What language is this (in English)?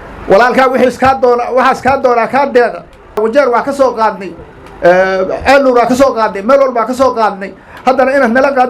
Somali